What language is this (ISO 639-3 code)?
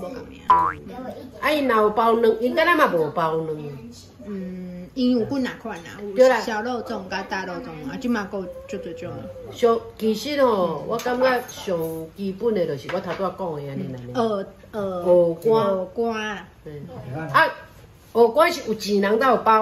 nan